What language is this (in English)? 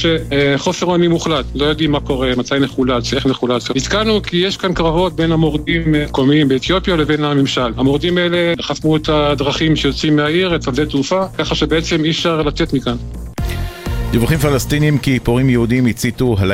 Hebrew